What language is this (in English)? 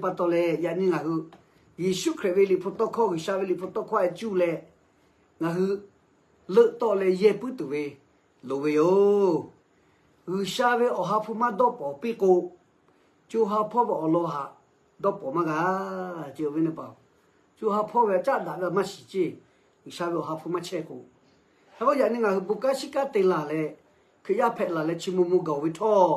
Lahu